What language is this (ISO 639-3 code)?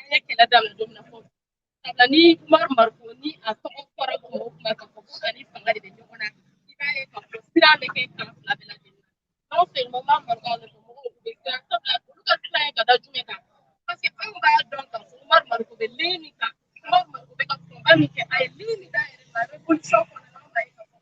bam